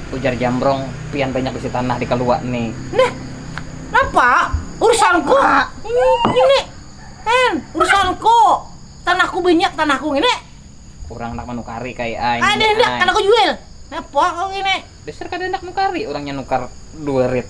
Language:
Banjar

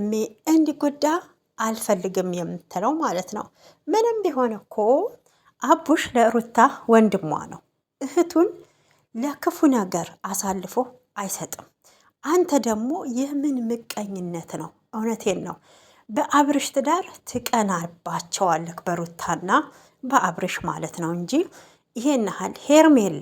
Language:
Amharic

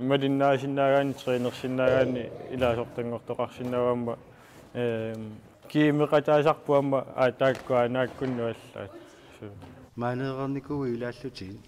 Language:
Kalaallisut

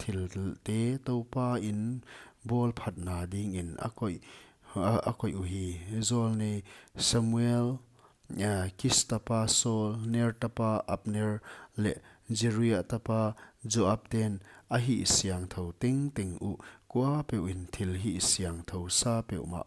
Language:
Paite Chin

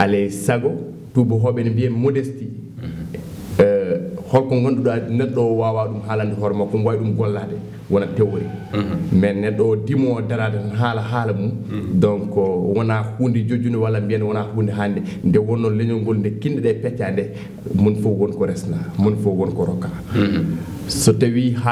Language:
Fula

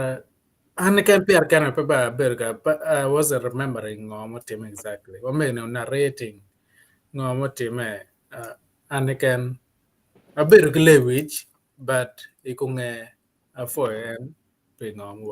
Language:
Acoli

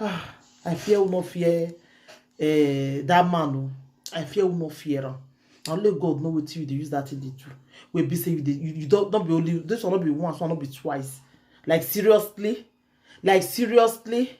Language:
Nigerian Pidgin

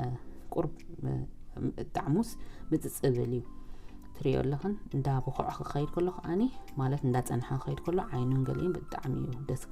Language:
Tigrinya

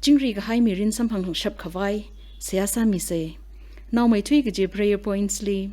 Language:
Tangkhul Naga (India)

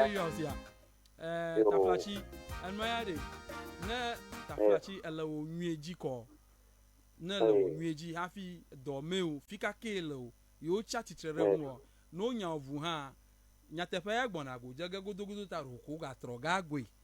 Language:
Ewe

